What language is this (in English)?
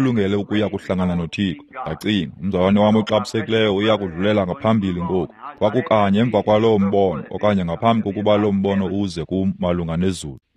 Xhosa